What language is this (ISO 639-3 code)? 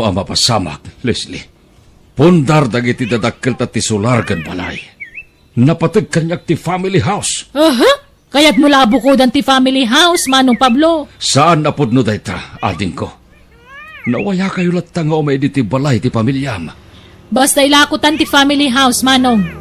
ilo